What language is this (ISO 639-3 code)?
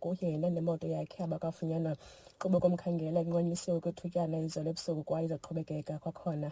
xho